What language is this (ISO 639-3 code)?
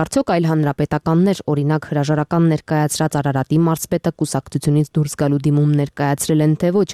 hye